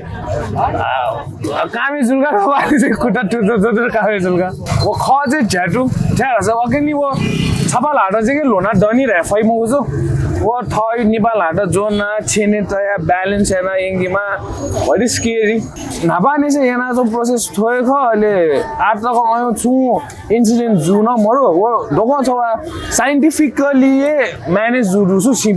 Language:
Newari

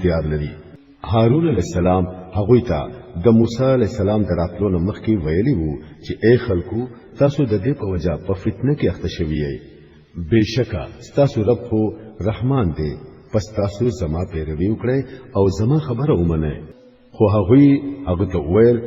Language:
Pashto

